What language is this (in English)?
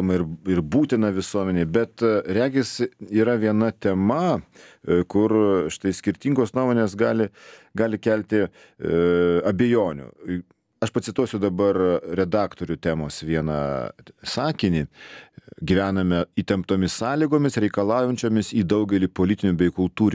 Lithuanian